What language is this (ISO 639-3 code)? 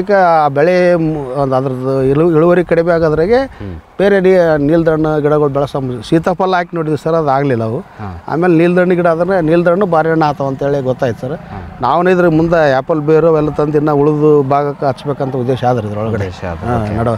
kan